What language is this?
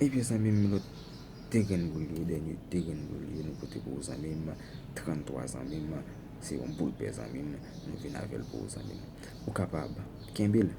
Haitian Creole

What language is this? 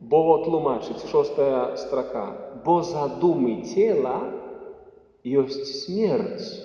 Belarusian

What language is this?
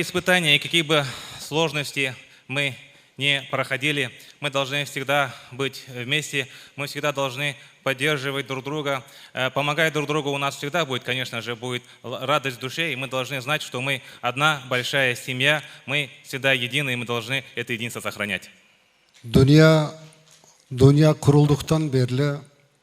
Crimean Tatar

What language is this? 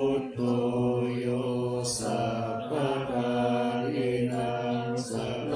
Pali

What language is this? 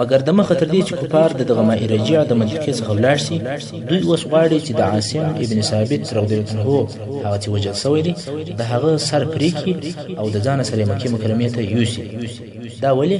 Pashto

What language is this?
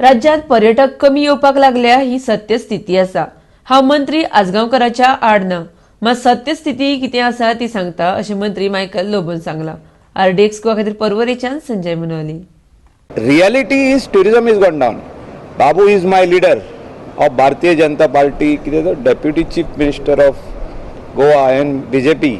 Konkani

